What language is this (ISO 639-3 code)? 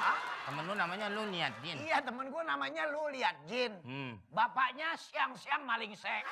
bew